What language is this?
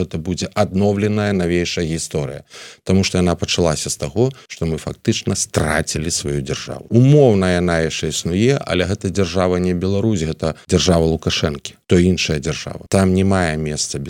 Belarusian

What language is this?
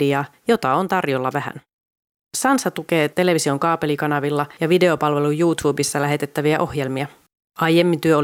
Finnish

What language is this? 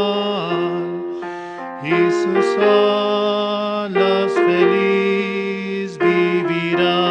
Aymara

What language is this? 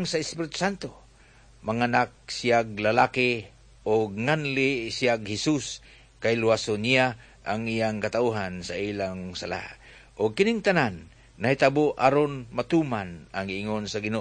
Cebuano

